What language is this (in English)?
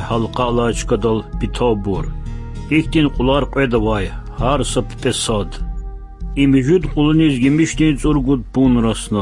Lezghian